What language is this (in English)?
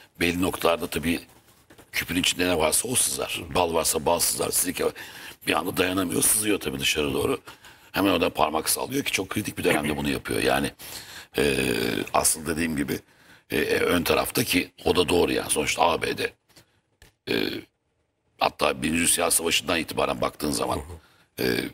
Turkish